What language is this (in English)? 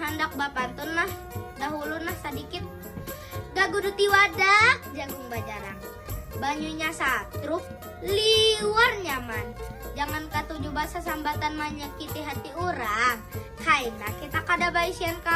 Banjar